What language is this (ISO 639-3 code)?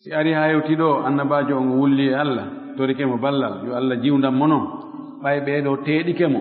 ful